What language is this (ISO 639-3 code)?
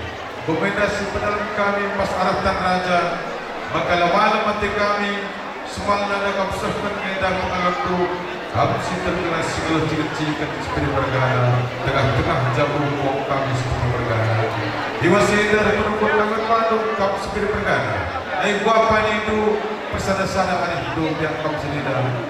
btx